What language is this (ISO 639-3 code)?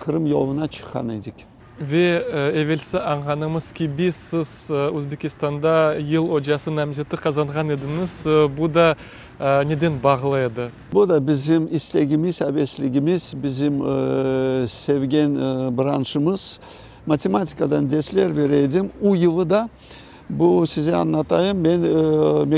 crh